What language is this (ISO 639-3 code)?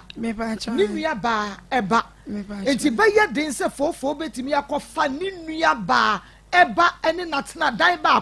aka